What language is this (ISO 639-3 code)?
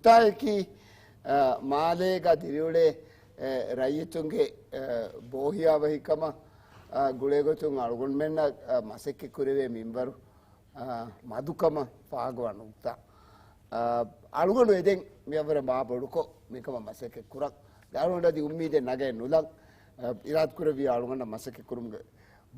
div